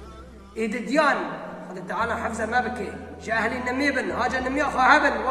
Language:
Kurdish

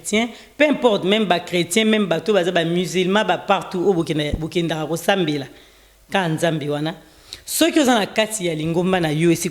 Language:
Lingala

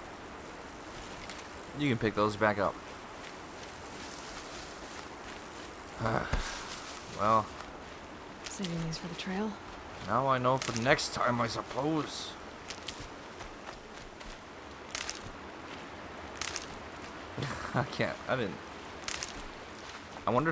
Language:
English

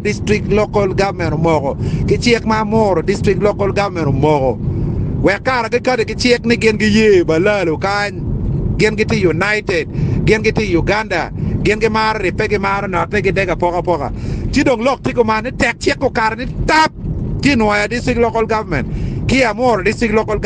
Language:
Acoli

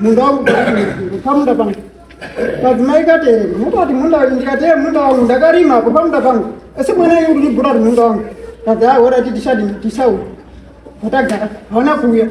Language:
Shona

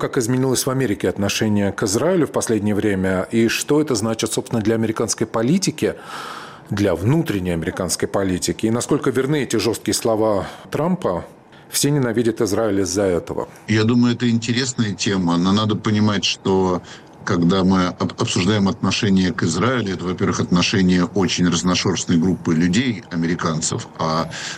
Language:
Russian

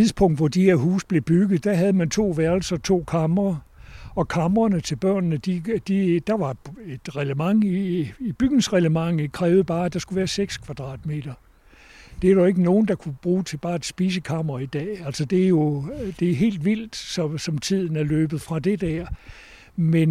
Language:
Danish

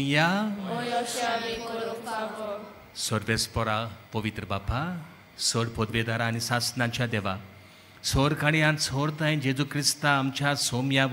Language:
Konkani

